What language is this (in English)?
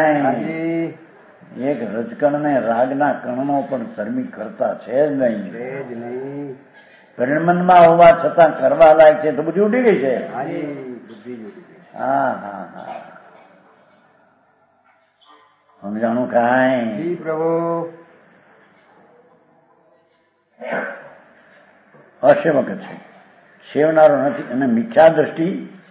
Gujarati